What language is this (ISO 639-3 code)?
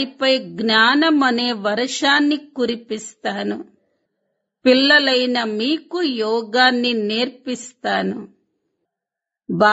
tel